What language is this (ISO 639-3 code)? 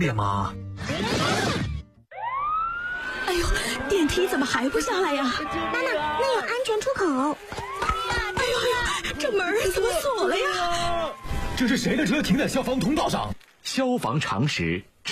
zho